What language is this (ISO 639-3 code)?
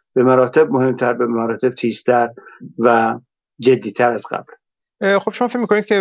fas